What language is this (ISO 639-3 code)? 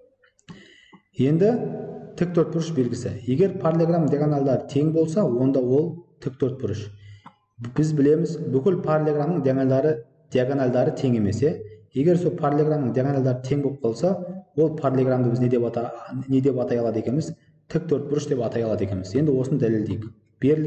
kaz